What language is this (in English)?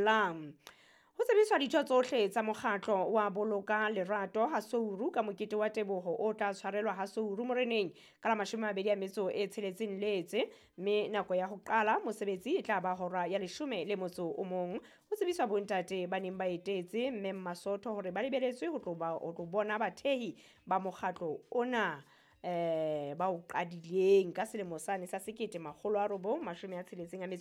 Southern Sotho